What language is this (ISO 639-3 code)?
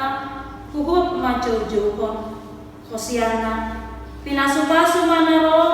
bbc